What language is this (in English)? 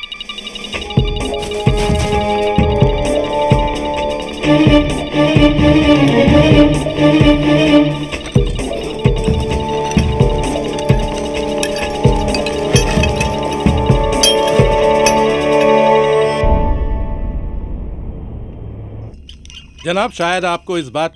Hindi